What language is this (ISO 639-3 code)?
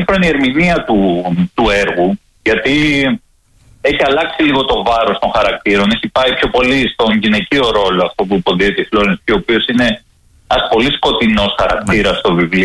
ell